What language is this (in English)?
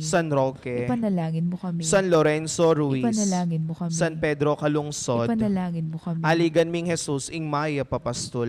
Pampanga